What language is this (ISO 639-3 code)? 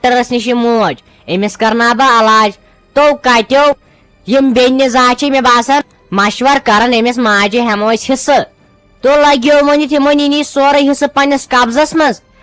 kas